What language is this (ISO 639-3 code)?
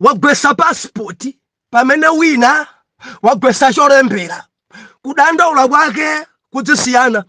nya